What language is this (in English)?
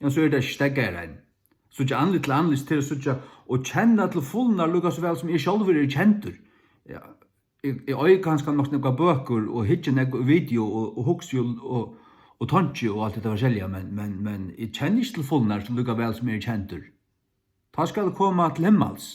Faroese